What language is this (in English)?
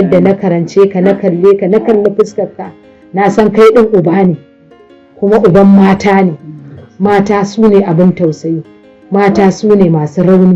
Hausa